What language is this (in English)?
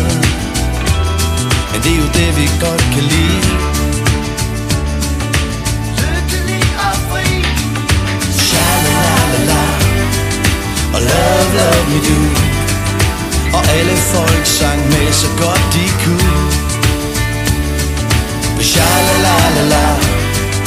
Danish